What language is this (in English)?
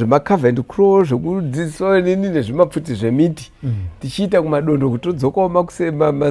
Shona